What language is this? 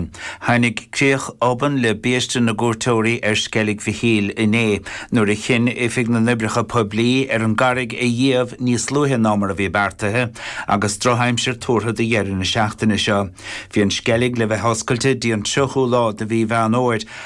Irish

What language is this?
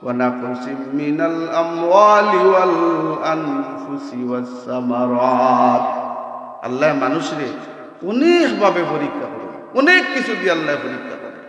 Sylheti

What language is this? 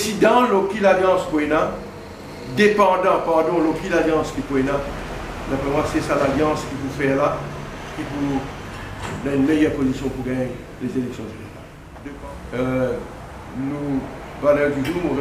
Morisyen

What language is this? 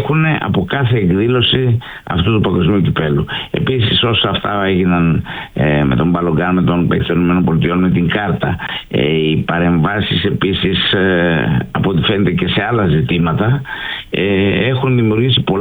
Greek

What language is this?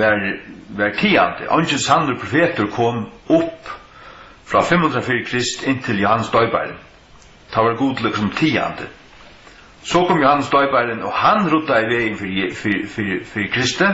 Faroese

